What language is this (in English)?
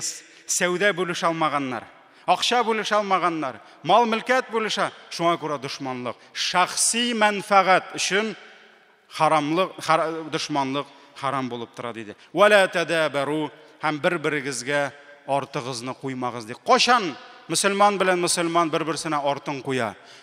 Tatar